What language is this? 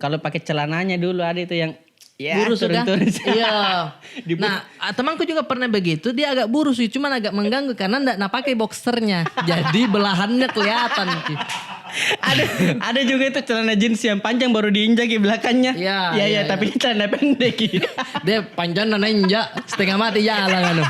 Makassar Malay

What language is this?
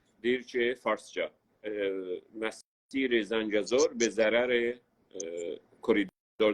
South Azerbaijani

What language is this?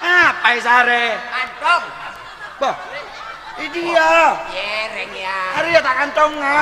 Madurese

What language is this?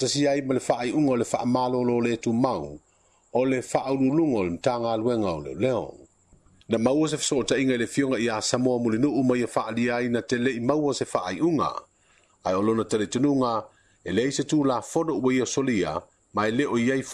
Samoan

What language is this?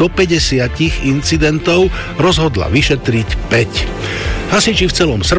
Slovak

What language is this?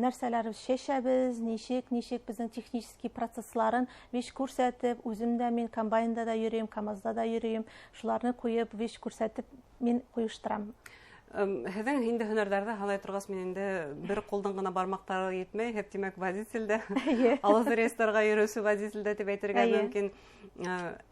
Bashkir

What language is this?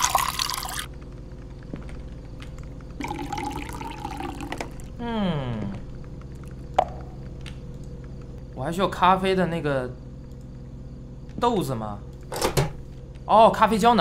Chinese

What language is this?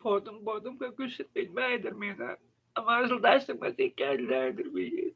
Tuvinian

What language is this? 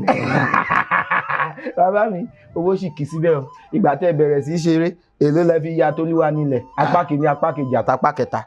Yoruba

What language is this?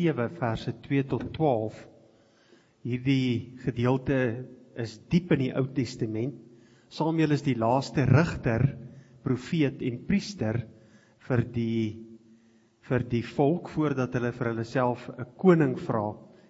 Afrikaans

